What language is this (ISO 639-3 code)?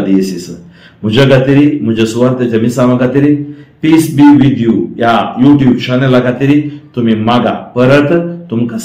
kok